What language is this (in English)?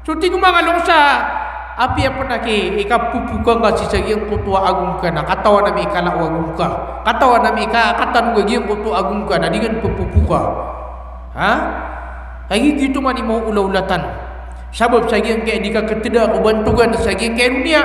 Maranao